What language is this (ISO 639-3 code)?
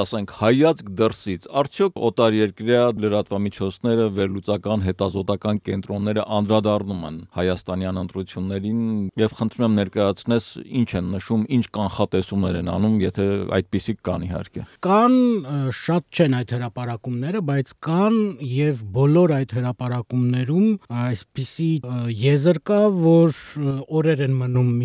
hye